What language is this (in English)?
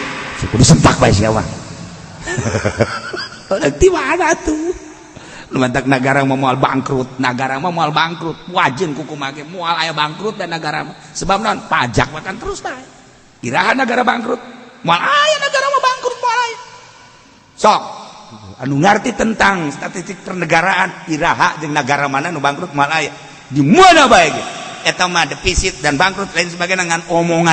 Sundanese